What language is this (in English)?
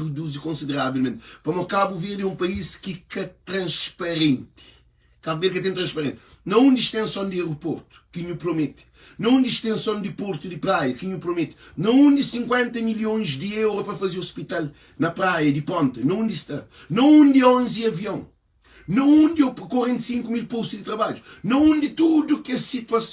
Kabuverdianu